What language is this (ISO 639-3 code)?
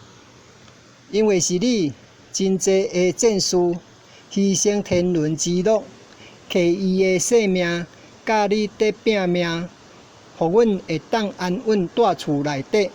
nan